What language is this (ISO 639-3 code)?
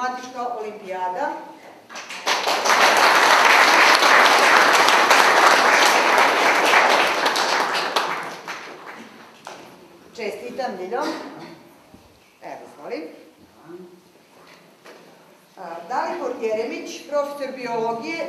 srp